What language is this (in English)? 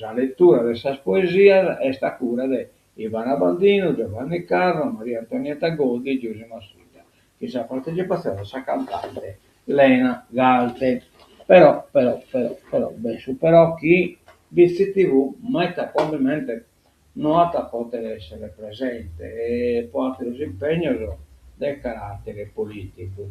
Sardinian